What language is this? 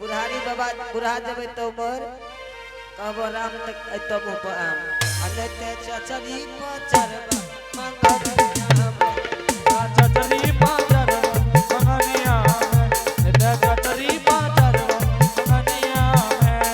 Angika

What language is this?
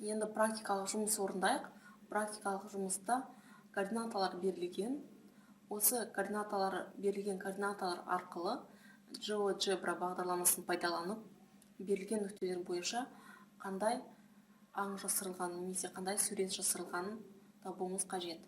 Kazakh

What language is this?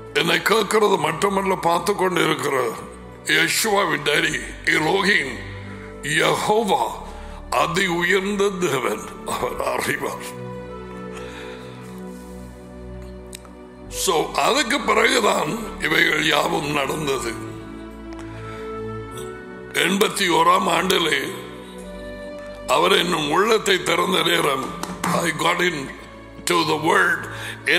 Tamil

